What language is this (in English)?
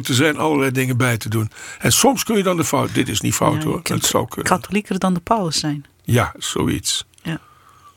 Dutch